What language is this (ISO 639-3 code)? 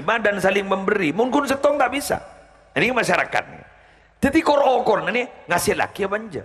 mad